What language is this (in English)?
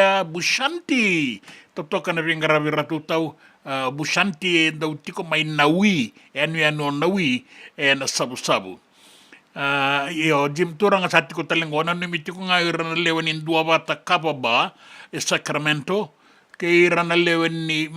Fijian